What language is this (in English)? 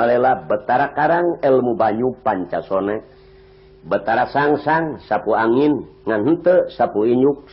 Sundanese